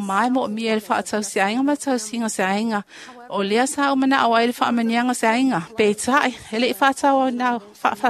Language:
Samoan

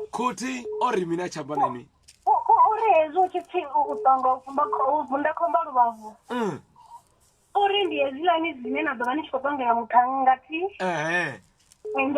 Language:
Venda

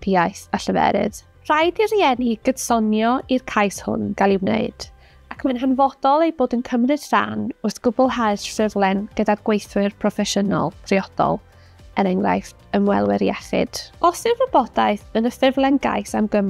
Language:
Welsh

